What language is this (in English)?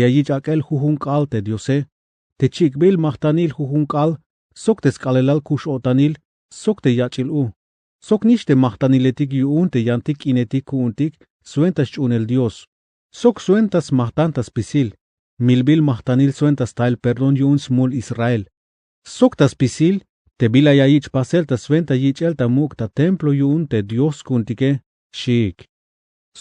Tzeltal